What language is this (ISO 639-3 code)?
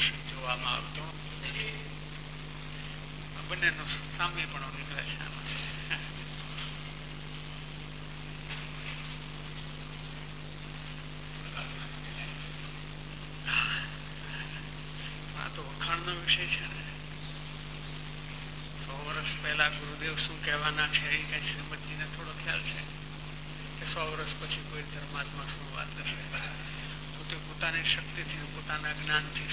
guj